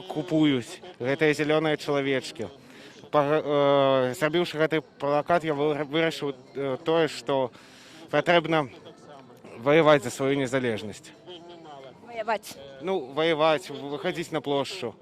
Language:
Belarusian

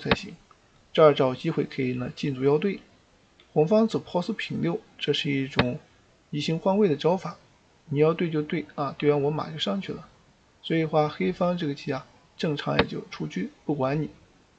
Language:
Chinese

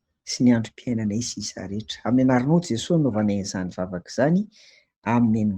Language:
Malagasy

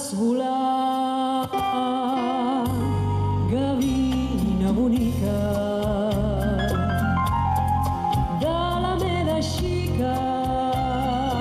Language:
Catalan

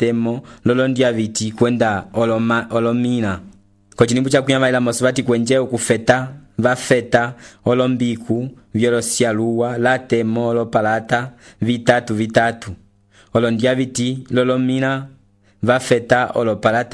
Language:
Umbundu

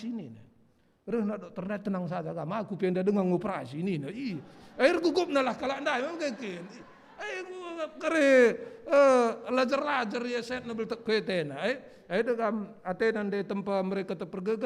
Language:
Batak Karo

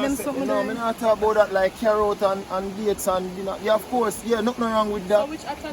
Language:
Jamaican Creole English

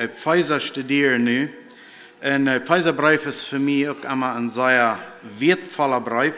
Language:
Plautdietsch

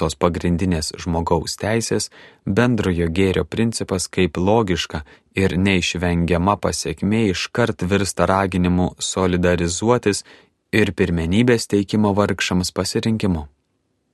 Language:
Lithuanian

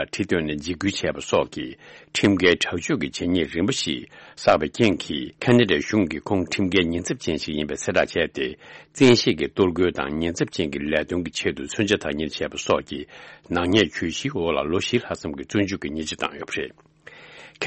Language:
Tibetan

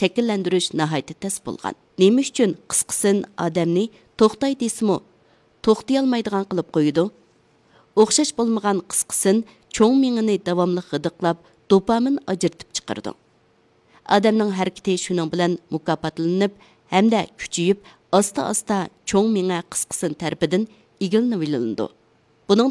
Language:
Uyghur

